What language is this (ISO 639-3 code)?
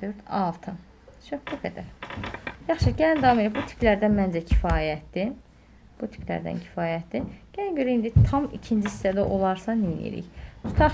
aze